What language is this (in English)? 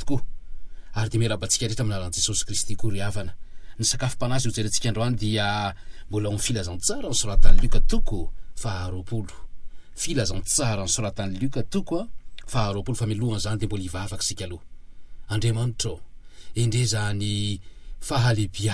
Malagasy